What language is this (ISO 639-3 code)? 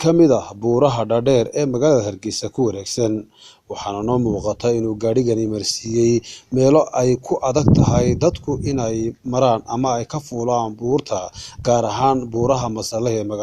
som